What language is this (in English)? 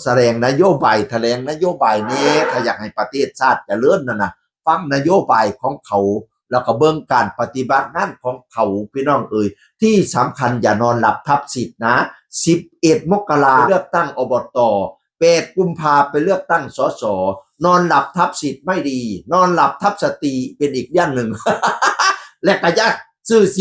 Northeastern Thai